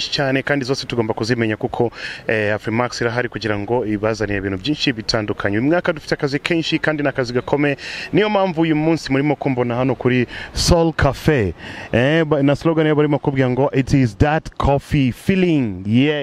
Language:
Kinyarwanda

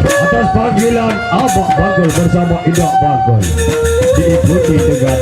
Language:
Sasak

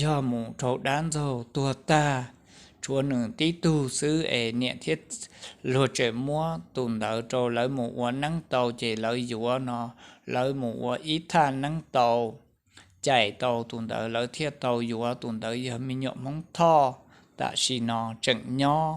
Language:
Hmong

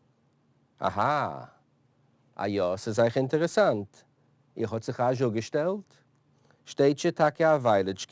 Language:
Yiddish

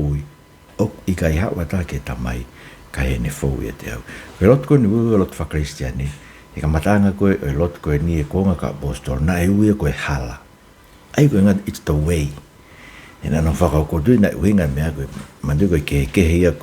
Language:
Tongan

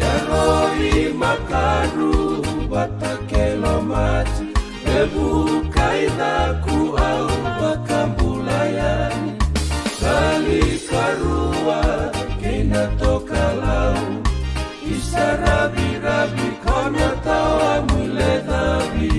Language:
Fijian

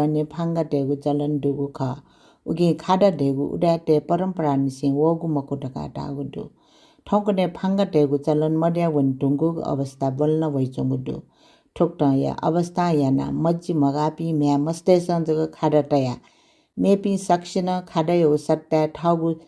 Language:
Newari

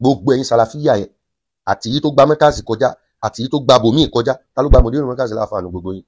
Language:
Yoruba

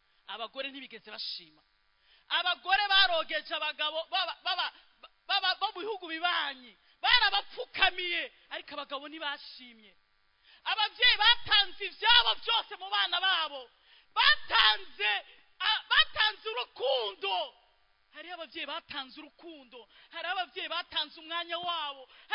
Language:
Rundi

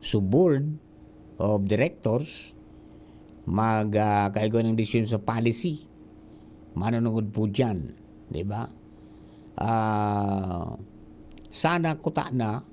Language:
Bikol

